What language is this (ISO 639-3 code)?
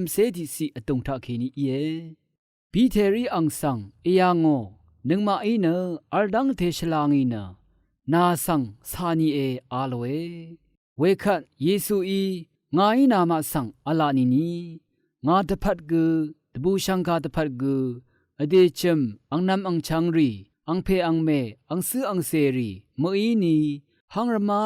raw